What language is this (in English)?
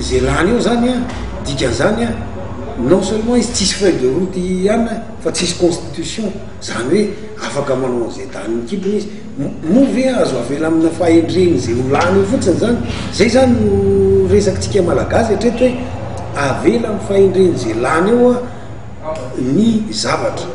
Malagasy